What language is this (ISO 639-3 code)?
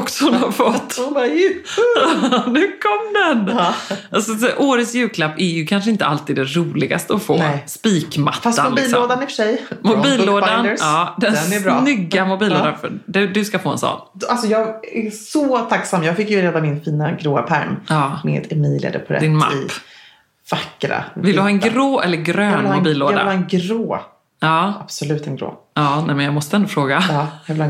swe